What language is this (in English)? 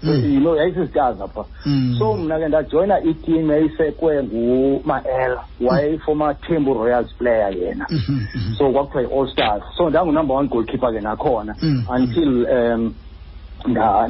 Xhosa